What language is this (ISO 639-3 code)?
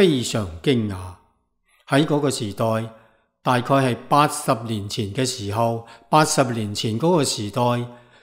yue